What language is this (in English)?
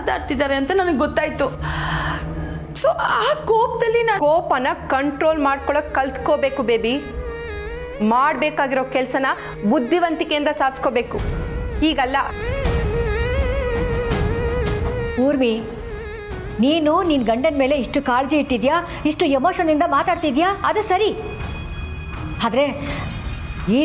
Kannada